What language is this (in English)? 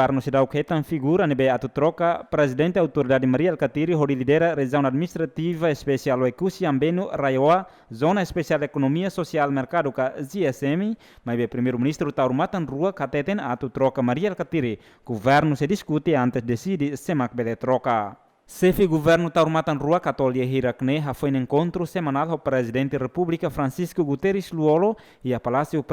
Tetum